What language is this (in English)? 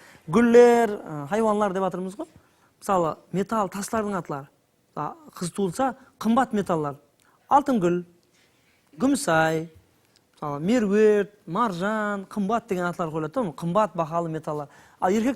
Kara-Kalpak